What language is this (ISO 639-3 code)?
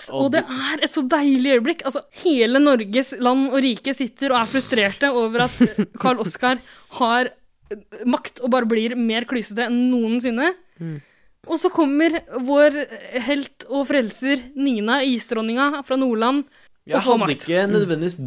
nor